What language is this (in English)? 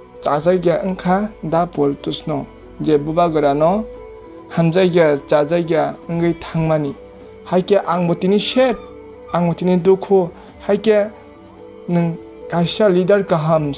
Kok Borok